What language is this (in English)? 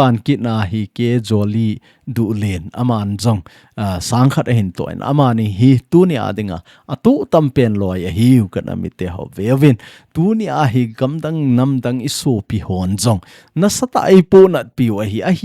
Thado Chin